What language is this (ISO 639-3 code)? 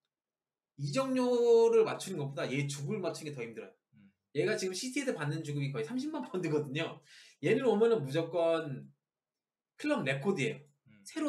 kor